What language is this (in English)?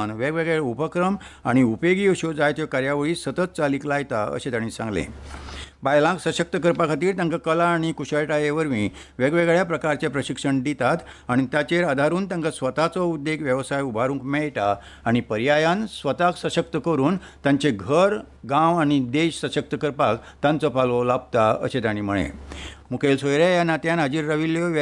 Konkani